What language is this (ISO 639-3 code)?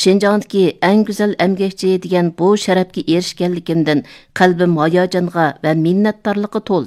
uig